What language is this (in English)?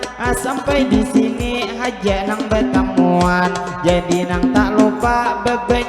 Banjar